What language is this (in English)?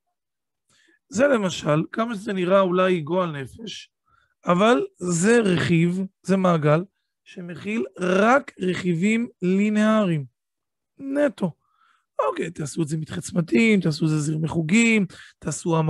Hebrew